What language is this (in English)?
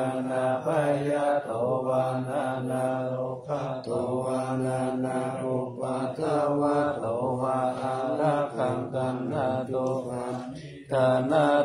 Pali